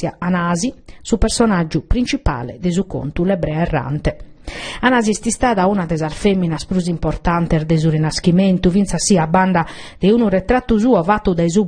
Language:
Sardinian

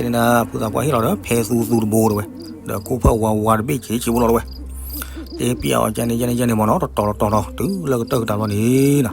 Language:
S'gaw Karen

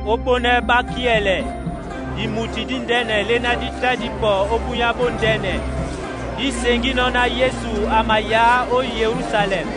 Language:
Duala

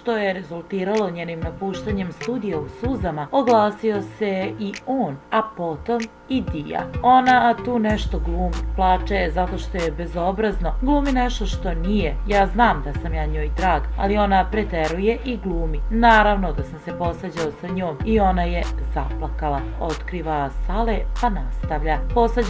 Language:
Serbian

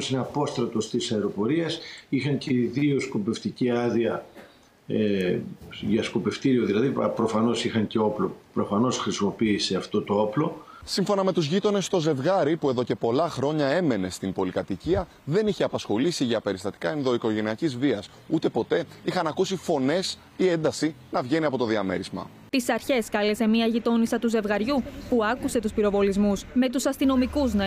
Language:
Greek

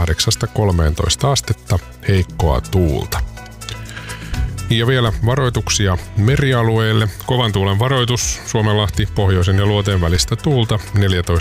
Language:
Finnish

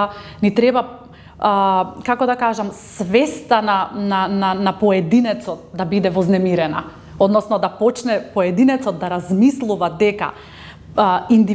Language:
Macedonian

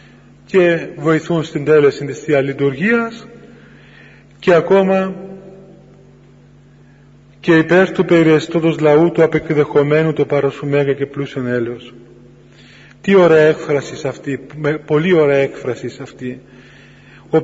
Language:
Greek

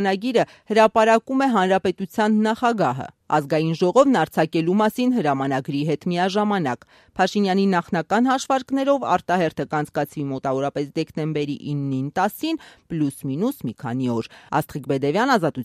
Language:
Armenian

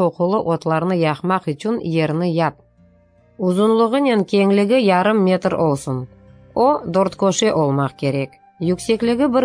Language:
Crimean Tatar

